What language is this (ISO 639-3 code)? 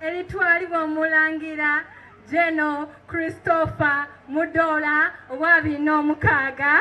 xog